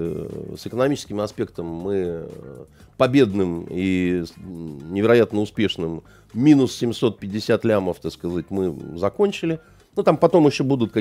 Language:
Russian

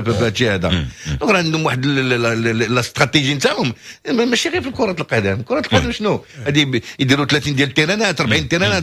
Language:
Moroccan Arabic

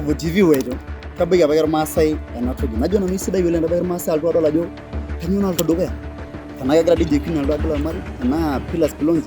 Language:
Masai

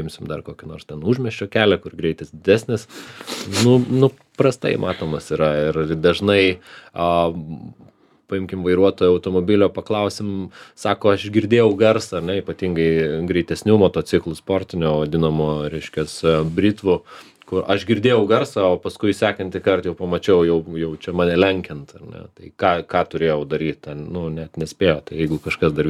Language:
Lithuanian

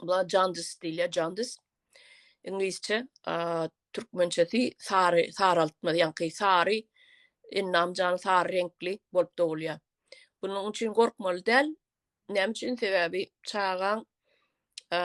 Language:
Turkmen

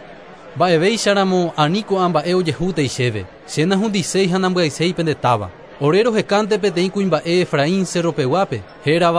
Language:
Guarani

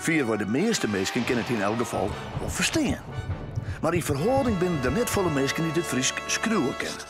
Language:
Western Frisian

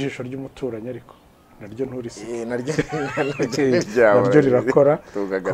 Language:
Kinyarwanda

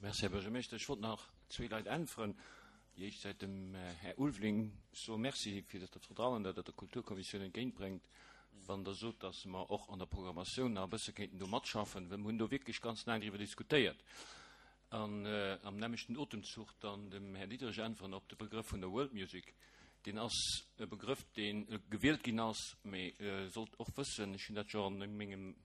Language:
Luxembourgish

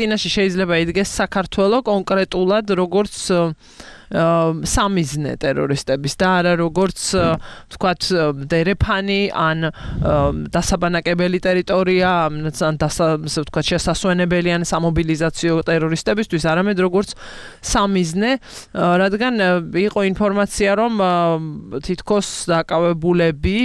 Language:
Georgian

